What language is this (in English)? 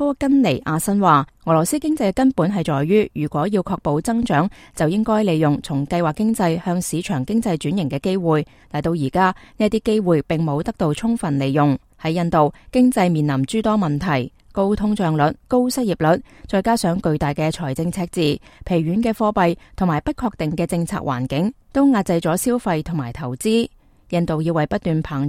Cantonese